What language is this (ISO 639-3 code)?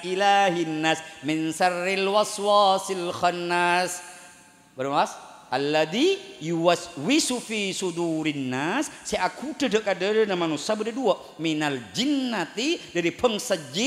mad